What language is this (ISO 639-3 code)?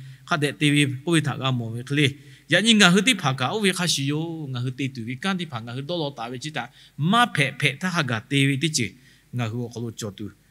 lhu